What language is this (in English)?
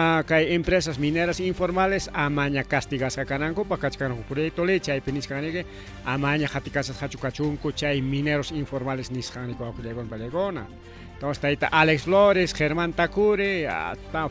Ayacucho Quechua